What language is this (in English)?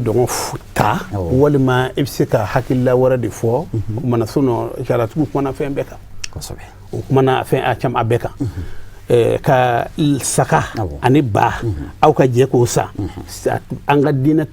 Bambara